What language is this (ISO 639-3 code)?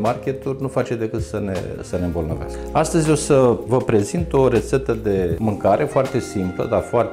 ron